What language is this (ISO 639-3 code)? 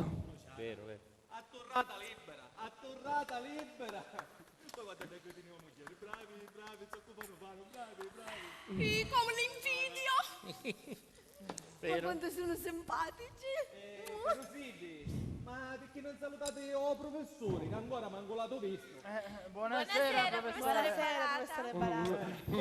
scn